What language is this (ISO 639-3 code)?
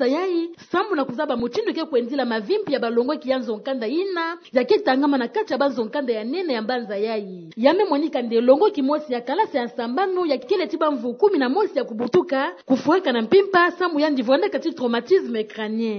ktu